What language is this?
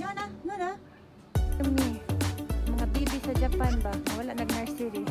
Cebuano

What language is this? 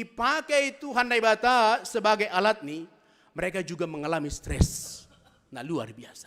Batak Simalungun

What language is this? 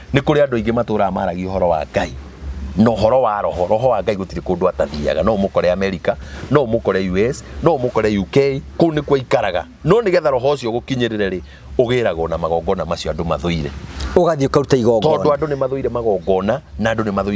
Kikuyu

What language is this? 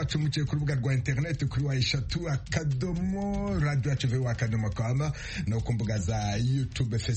Kinyarwanda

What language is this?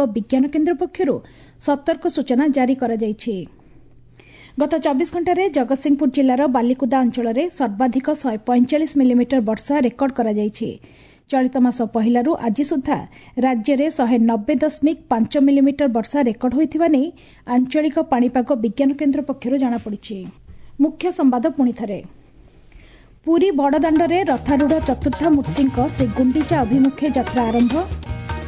Odia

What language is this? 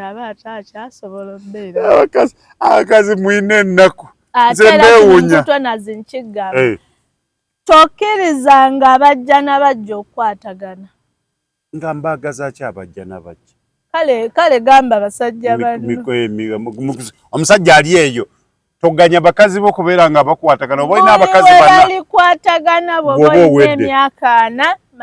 Ganda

